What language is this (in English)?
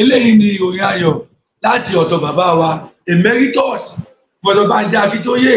Yoruba